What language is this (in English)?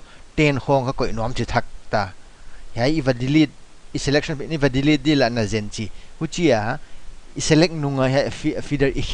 Paite Chin